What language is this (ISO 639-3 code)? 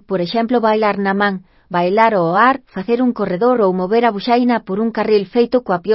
glg